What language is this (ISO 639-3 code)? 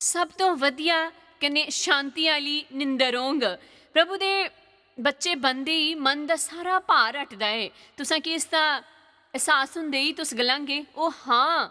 doi